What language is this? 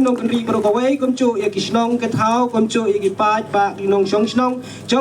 Khasi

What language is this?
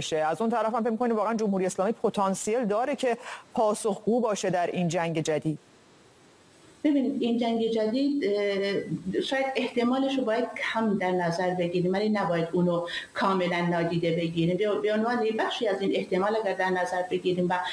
Persian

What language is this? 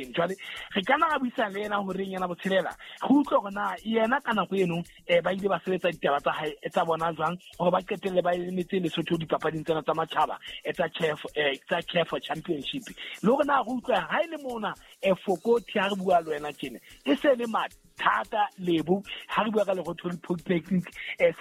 Southern Sotho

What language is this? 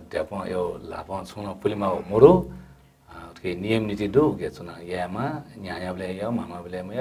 Newari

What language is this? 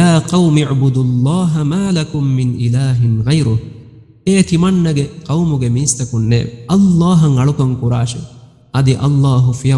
Divehi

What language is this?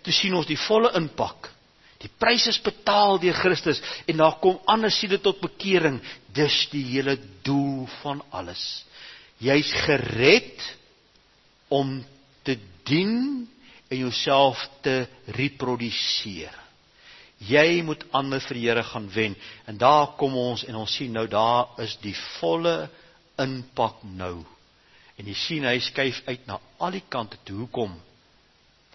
Afrikaans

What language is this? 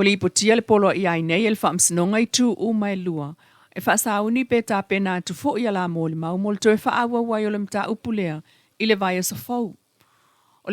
Samoan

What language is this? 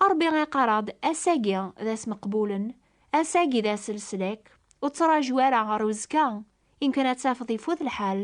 Kabyle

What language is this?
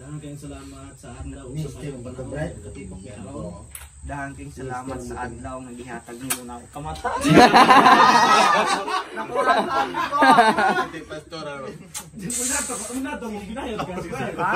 Cebuano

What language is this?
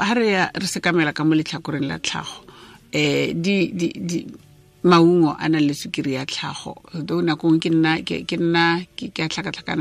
Tswana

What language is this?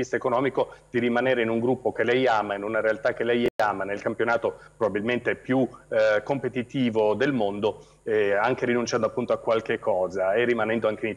Italian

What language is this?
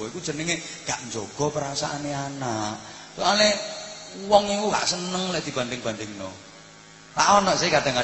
Javanese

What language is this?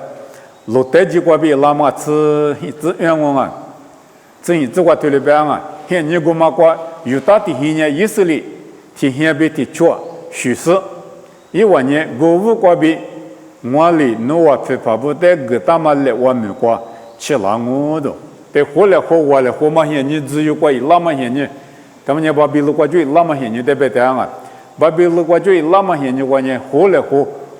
Lisu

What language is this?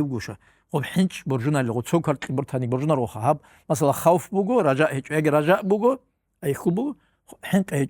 Avaric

